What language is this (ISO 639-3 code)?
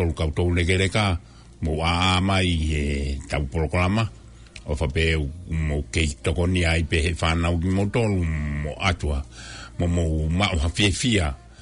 ton